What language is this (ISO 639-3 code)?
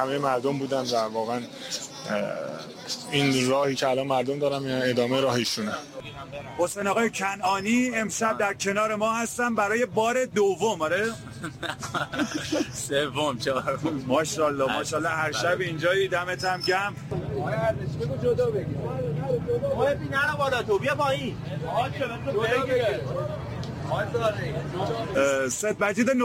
fas